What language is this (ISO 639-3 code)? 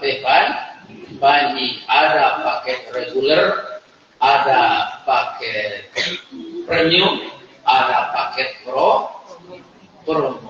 min